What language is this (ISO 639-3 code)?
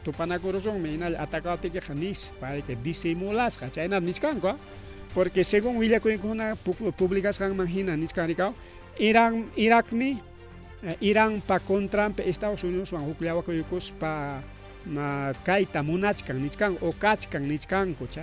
quy